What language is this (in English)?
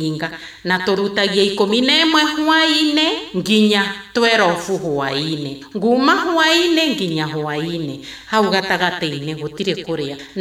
Kikuyu